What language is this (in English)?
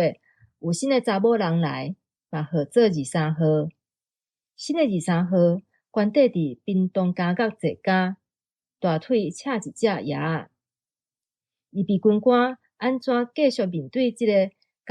Min Nan Chinese